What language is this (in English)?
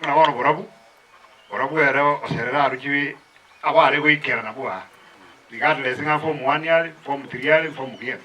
Gusii